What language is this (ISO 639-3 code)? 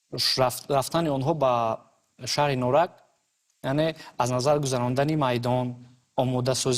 tgk